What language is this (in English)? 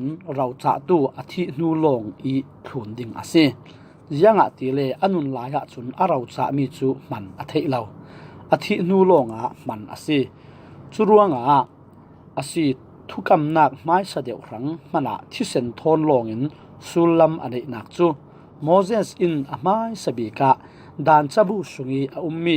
Falam Chin